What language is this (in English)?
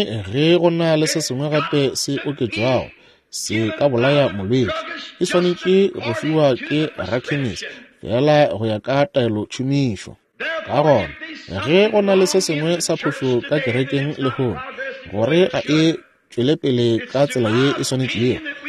Northern Sotho